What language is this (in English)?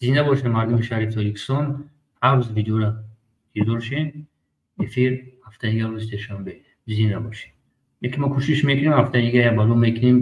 Tajik